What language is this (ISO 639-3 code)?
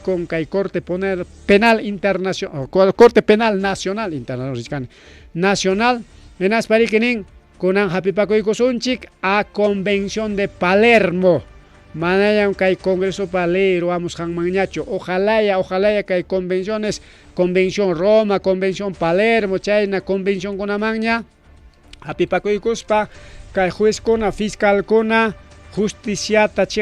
quy